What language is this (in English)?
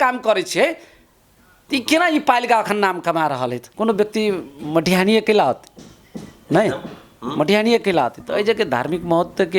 Maithili